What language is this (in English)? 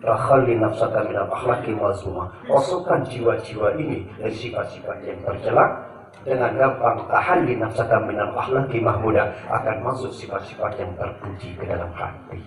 Sasak